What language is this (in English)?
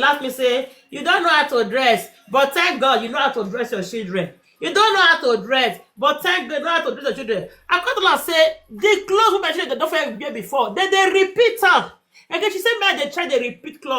Nigerian Pidgin